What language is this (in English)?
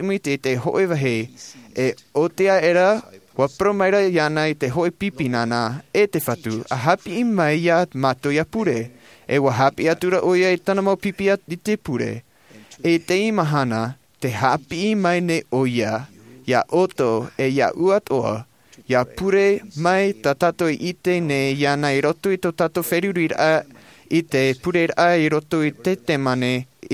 Tahitian